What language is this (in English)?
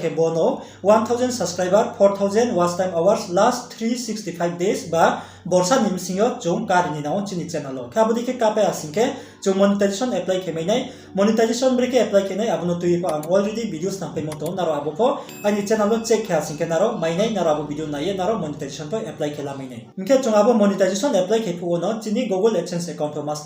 Riang (India)